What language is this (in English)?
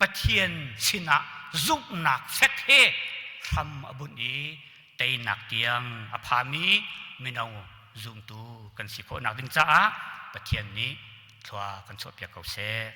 Hakha Chin